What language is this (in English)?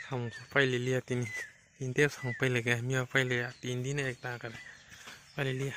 Kok Borok